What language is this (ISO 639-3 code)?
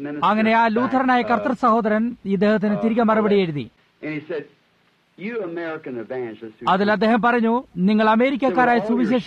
mal